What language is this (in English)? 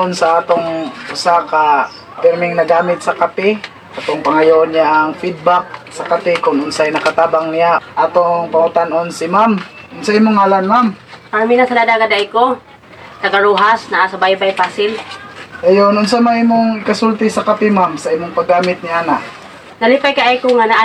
Cebuano